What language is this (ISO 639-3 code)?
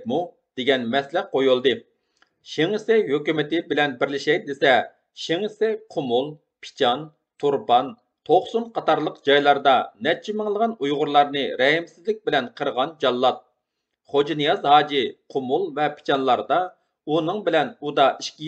uig